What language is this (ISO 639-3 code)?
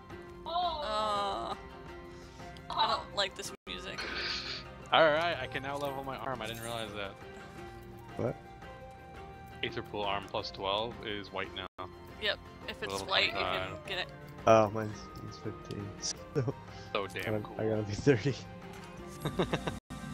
eng